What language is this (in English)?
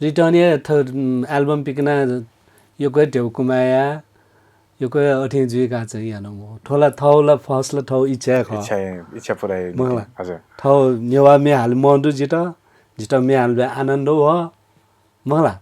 Newari